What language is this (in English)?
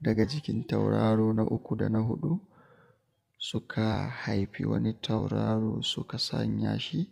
Hausa